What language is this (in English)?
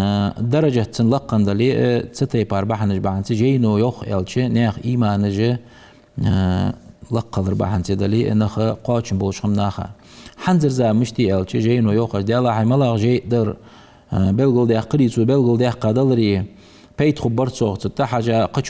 Ingush